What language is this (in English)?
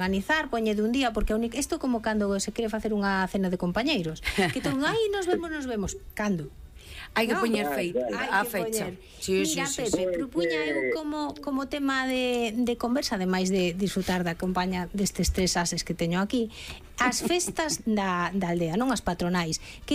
Galician